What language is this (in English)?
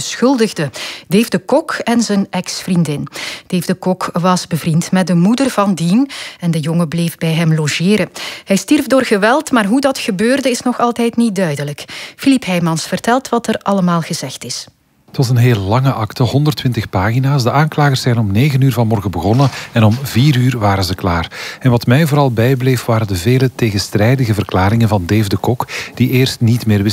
Dutch